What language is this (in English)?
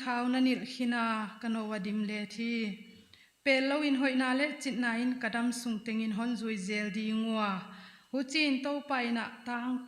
Paite Chin